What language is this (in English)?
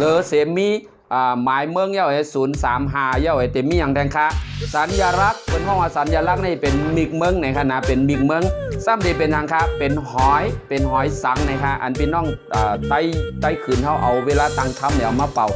Shan